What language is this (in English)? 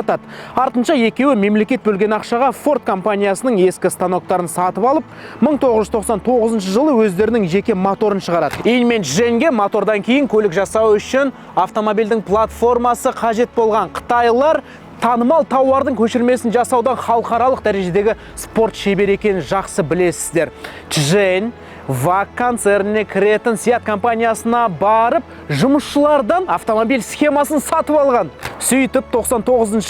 Kazakh